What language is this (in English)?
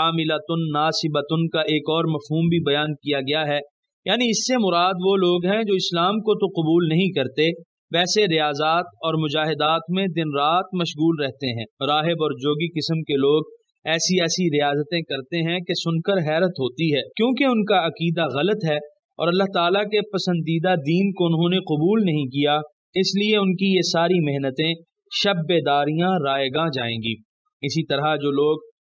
Urdu